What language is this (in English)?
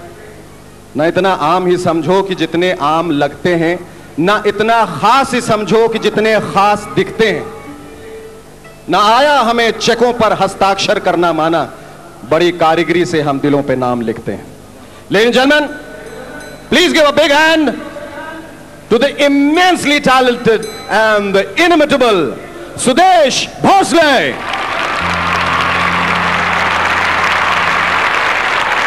Hindi